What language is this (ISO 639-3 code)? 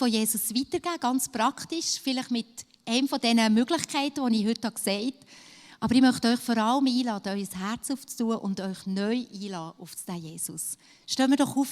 gsw